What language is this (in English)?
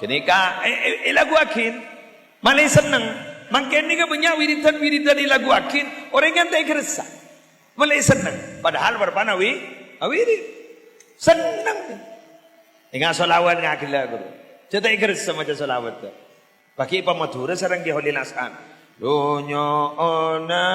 Madurese